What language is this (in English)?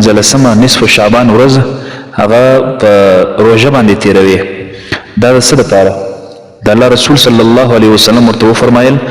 Pashto